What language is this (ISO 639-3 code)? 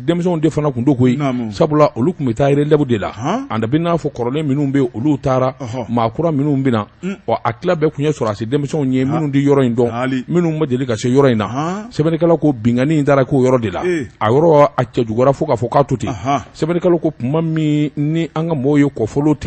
bam